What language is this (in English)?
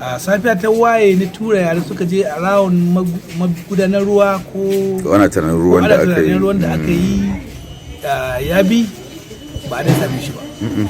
Hausa